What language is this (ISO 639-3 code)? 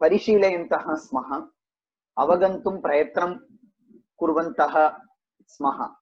san